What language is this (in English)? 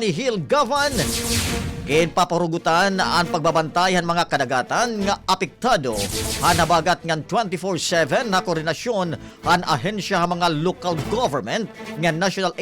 Waray